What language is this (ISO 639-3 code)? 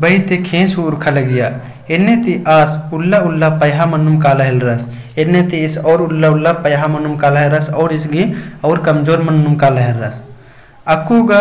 kru